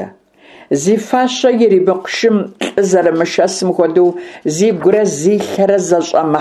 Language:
Kabardian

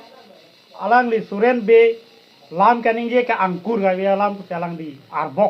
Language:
Karbi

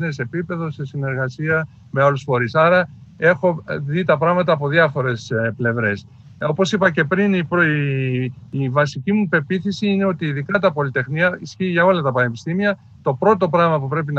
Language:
Greek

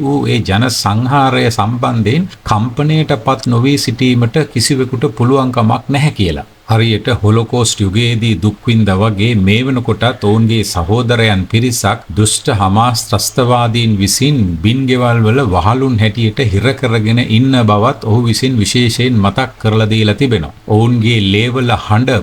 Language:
Sinhala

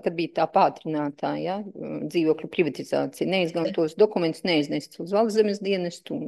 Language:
Latvian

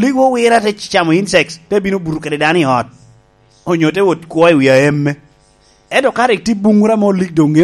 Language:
Lango (Uganda)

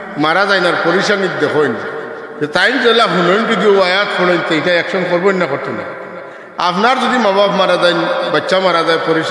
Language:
Sylheti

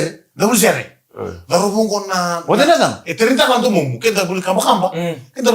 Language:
Fijian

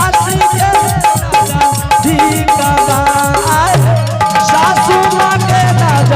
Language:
Angika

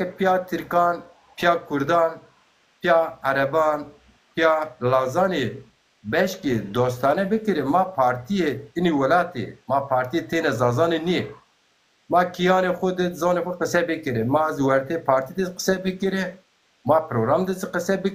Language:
Zaza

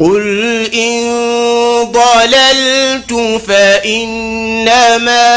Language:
Fula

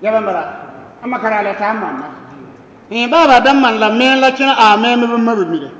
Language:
Bissa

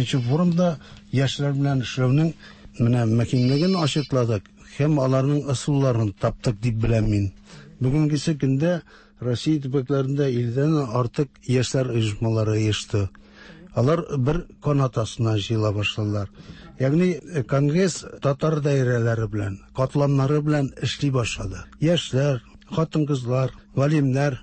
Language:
Tatar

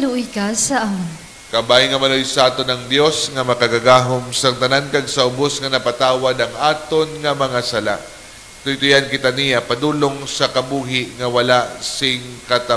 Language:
Hiligaynon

